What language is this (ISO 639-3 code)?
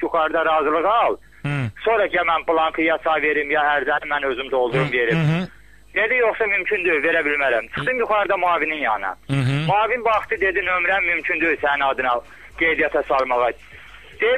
aze